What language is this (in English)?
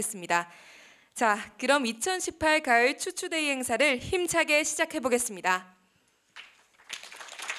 Korean